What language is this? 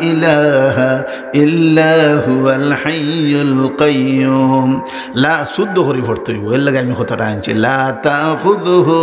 Sylheti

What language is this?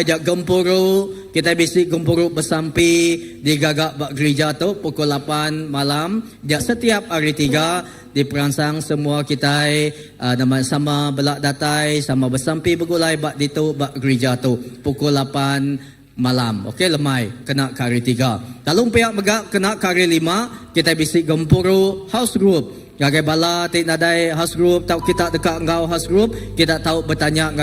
Iban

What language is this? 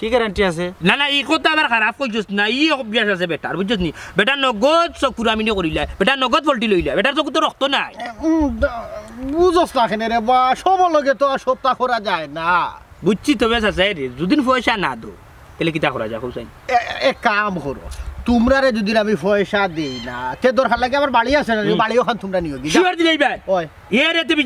Sylheti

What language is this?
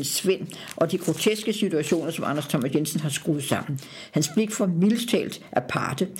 Danish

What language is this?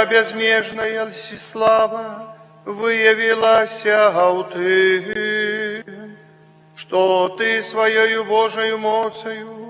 Belarusian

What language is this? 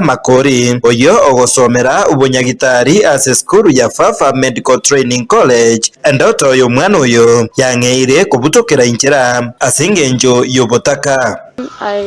Gusii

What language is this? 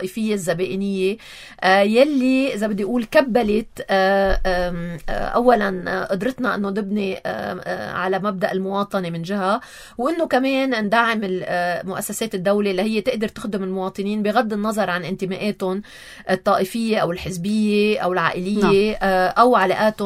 North Levantine Arabic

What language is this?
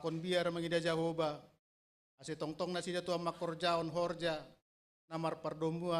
Batak Simalungun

